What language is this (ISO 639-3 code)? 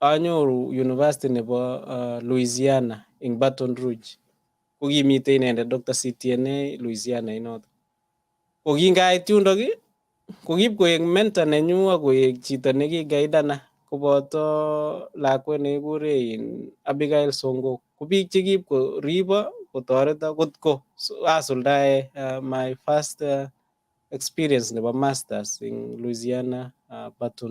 kln